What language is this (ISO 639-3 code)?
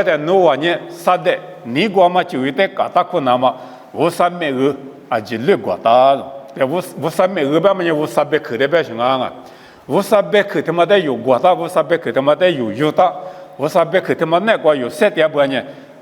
lis